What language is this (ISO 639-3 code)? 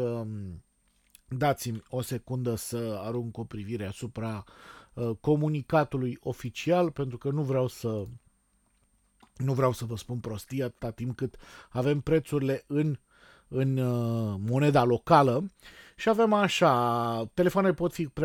ron